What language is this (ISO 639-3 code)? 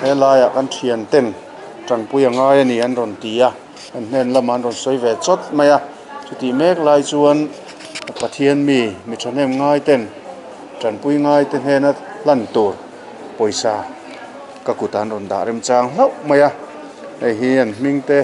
lus